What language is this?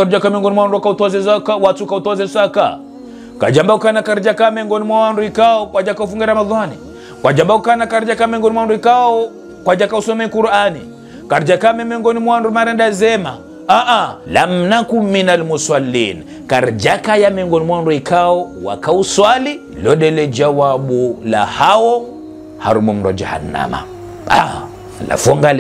Ngazidja Comorian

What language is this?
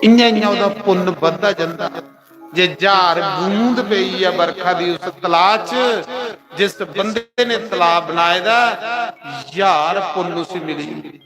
Dogri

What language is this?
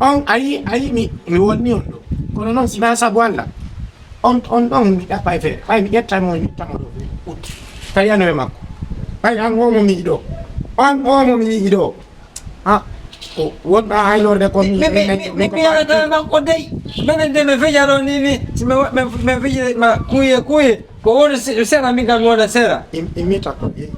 Fula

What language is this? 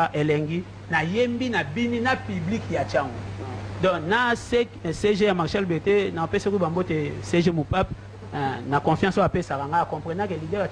Lingala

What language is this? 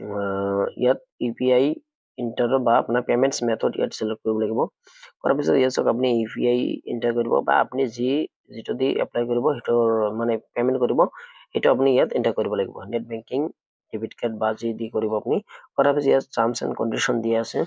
Assamese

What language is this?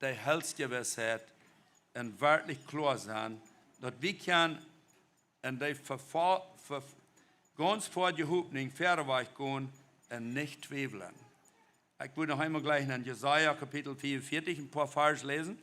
Plautdietsch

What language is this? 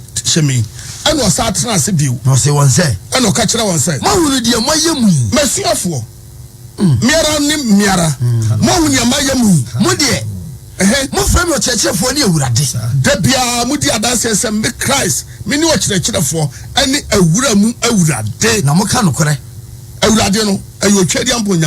Akan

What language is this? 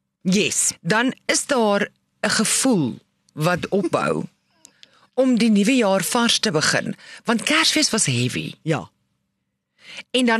Afrikaans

